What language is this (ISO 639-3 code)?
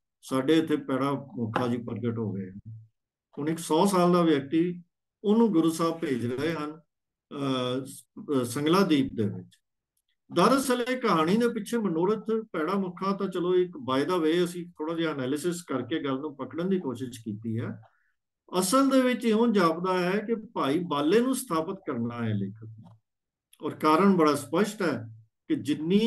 pan